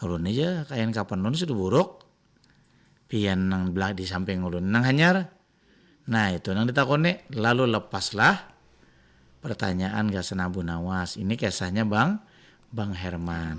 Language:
Banjar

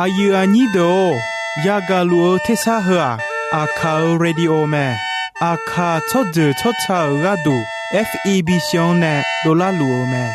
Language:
Akha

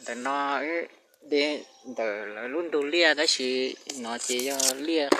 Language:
Hmong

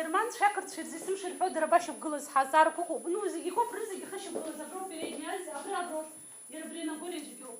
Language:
Abkhazian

